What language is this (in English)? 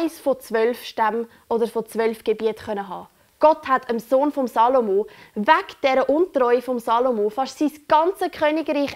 Swiss German